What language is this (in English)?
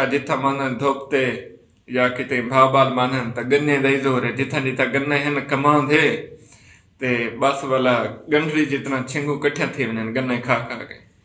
Saraiki